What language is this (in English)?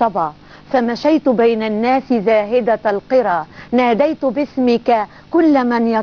Egyptian Arabic